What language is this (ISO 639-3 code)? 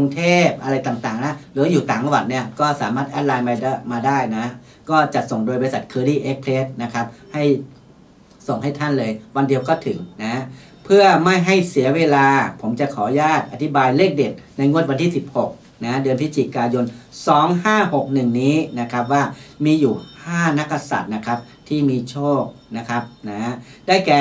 tha